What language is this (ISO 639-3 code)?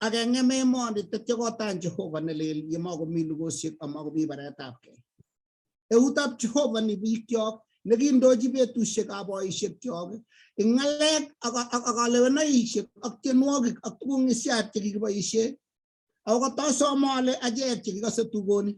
kln